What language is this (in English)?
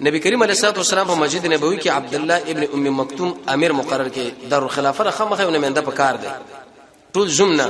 Pashto